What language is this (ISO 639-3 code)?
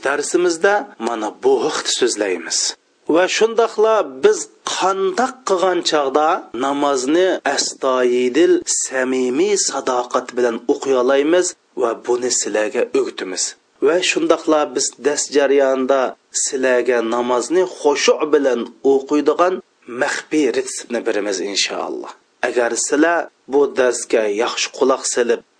uig